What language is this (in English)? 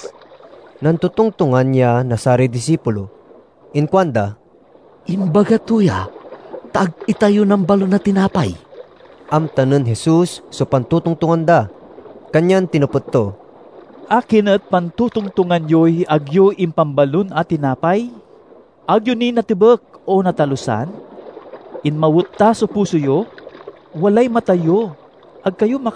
Pangasinan